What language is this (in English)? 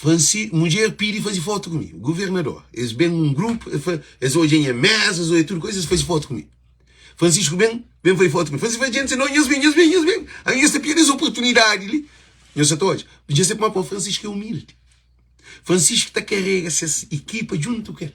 Kabuverdianu